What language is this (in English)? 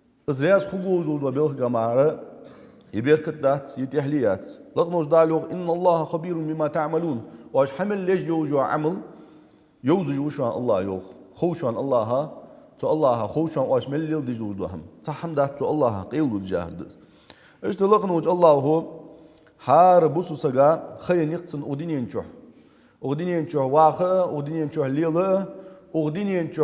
Ingush